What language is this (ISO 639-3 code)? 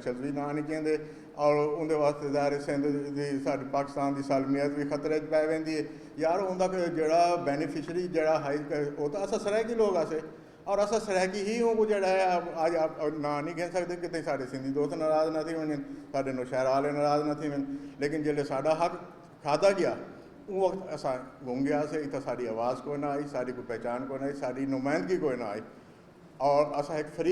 skr